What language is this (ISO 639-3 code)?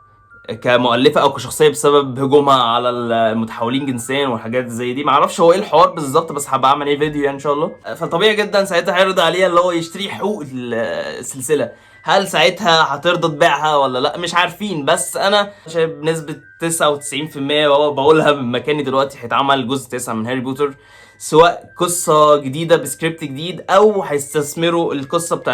arz